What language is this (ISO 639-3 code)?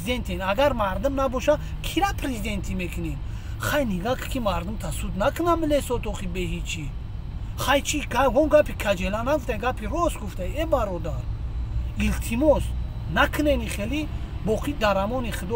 tgk